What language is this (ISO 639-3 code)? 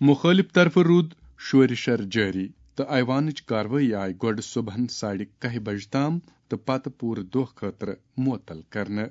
kas